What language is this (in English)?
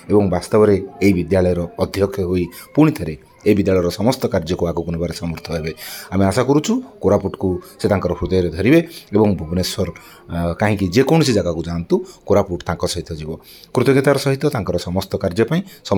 Odia